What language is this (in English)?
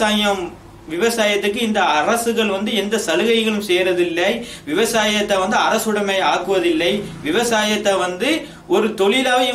Tamil